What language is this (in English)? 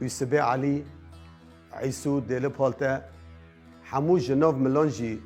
Kurdish